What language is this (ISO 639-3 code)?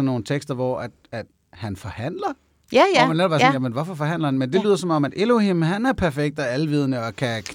dan